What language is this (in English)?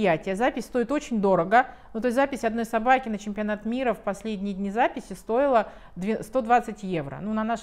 Russian